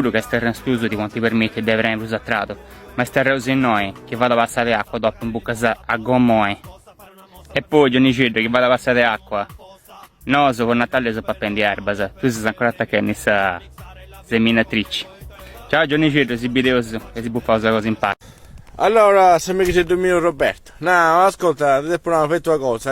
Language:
Sardinian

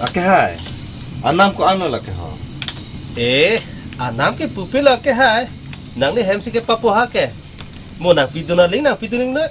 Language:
Karbi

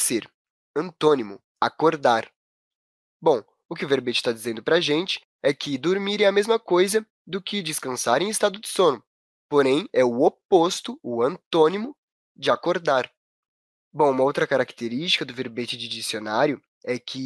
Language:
Portuguese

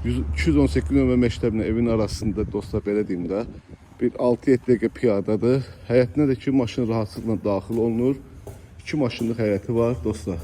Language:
Azerbaijani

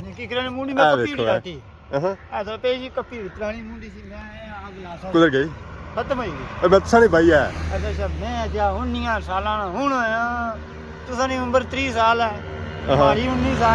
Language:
Pahari-Potwari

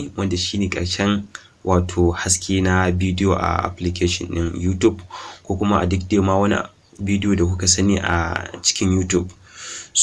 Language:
Hausa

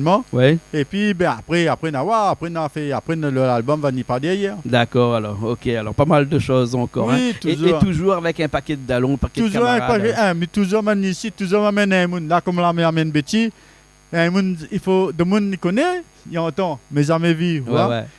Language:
Réunion Creole French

